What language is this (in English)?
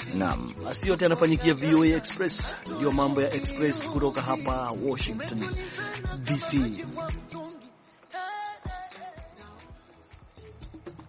Swahili